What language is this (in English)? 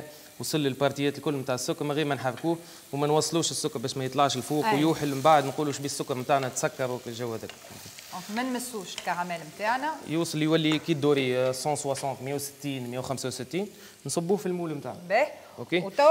Tunisian Arabic